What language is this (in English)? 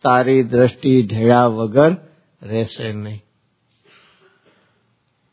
Gujarati